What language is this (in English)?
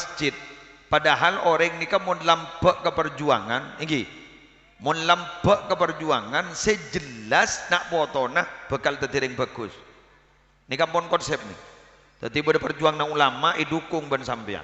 Madurese